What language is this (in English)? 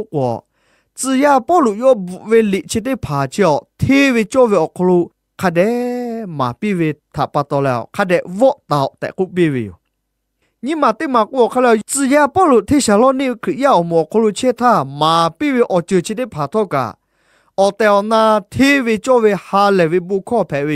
Lahu